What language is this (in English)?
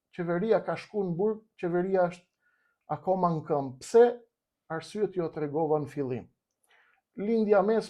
Albanian